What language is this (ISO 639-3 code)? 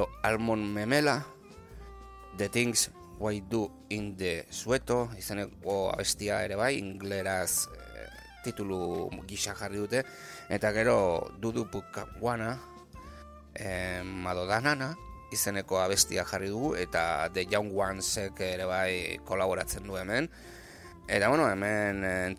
eus